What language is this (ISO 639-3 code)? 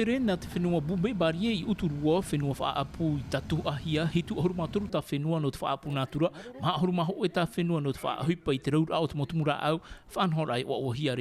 tah